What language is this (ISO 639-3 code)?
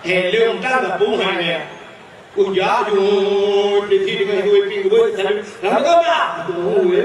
ace